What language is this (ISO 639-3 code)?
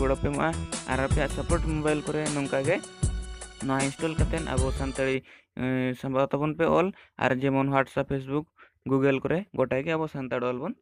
sat